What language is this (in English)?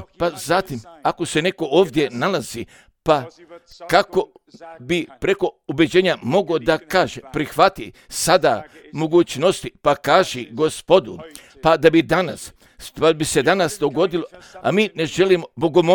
Croatian